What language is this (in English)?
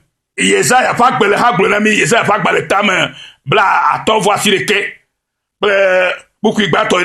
Ewe